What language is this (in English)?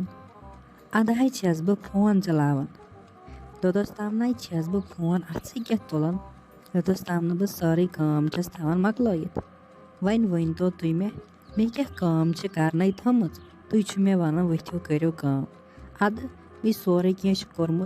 Kashmiri